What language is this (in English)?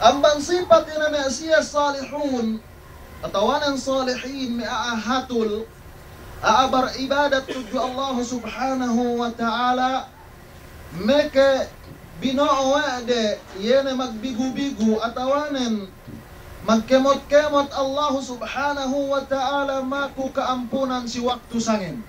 Yakan